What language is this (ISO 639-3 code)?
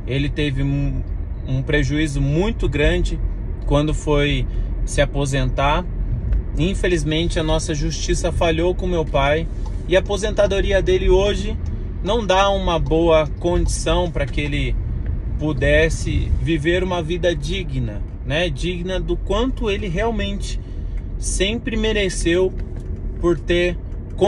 por